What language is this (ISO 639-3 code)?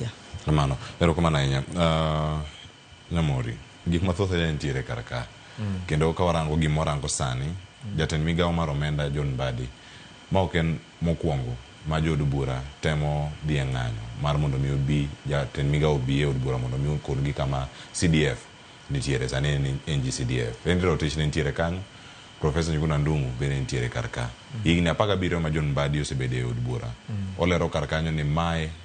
luo